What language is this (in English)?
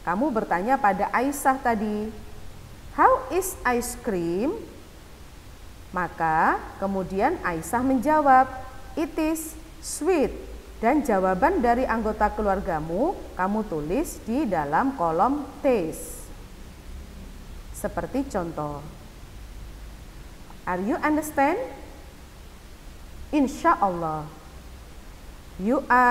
Indonesian